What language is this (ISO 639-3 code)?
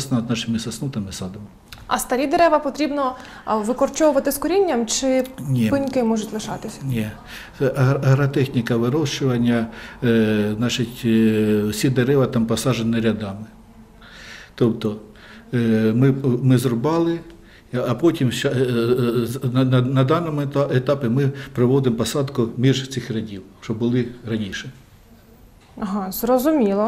ukr